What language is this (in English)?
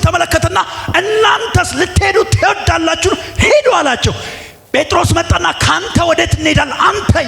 Amharic